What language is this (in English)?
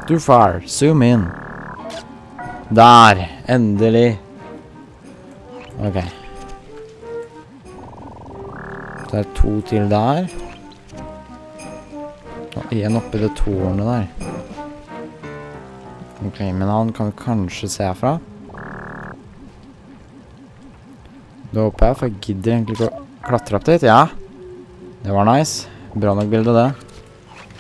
Norwegian